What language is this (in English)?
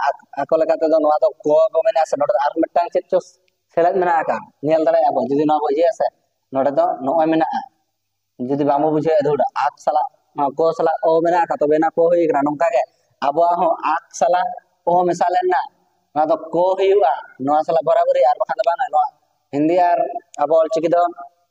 Santali